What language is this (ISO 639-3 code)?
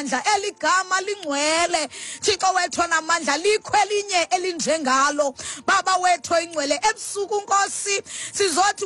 xho